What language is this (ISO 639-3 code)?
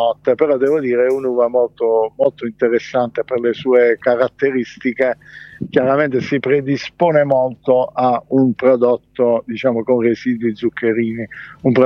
ita